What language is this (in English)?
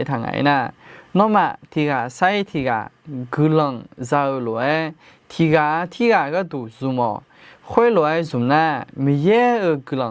Akha